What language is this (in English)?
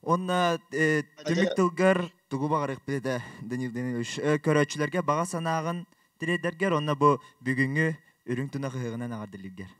Yakut